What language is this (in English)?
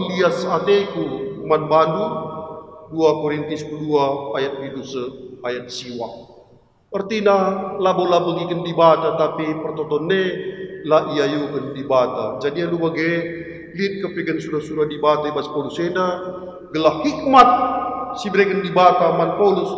Batak Karo